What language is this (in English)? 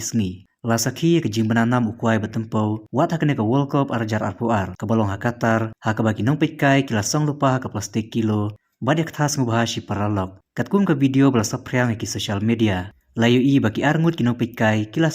Khasi